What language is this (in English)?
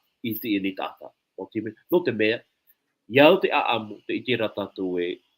Tahitian